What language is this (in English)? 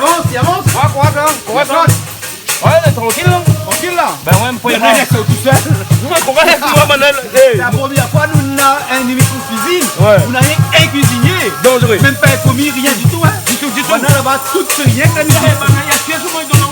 Réunion Creole French